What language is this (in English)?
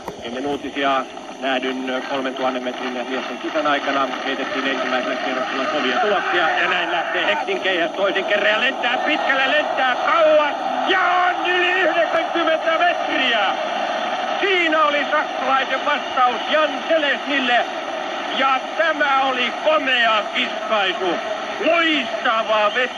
Finnish